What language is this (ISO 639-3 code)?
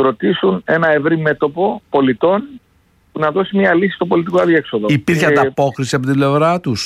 ell